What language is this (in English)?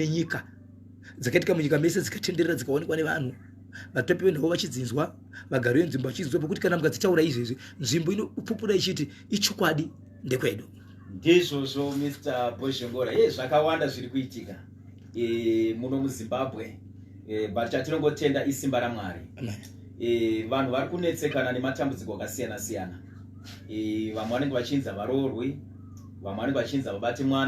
Shona